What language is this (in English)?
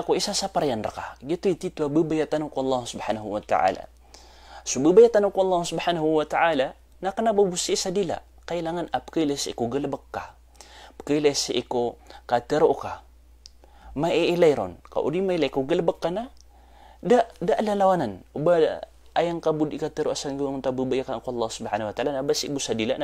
Maranao